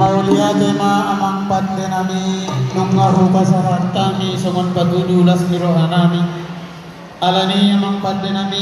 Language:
Batak Toba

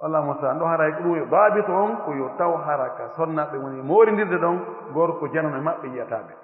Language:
Pular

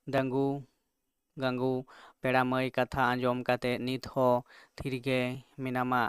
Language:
Santali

